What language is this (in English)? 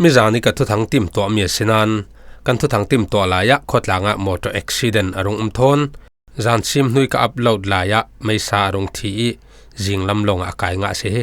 Falam Chin